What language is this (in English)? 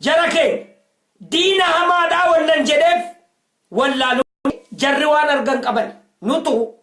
Oromo